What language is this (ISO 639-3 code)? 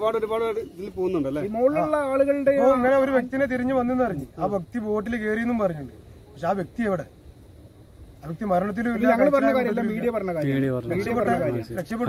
mal